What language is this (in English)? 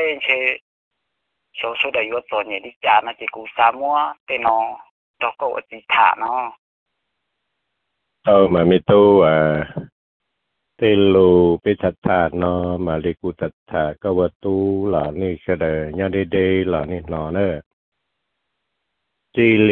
Vietnamese